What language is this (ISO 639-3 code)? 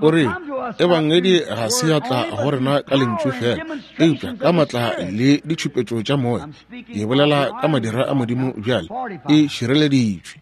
nso